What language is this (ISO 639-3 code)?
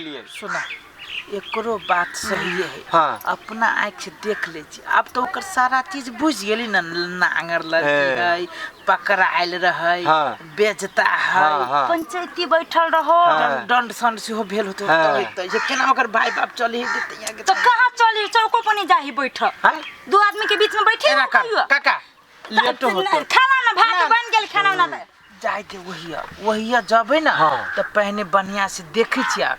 mai